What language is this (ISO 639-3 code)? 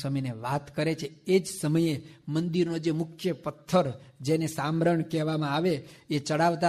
guj